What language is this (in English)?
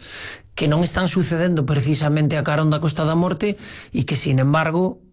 Galician